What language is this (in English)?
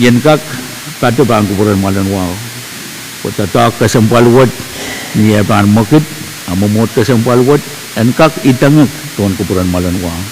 Pohnpeian